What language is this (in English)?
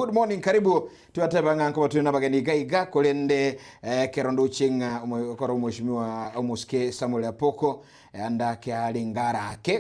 Gusii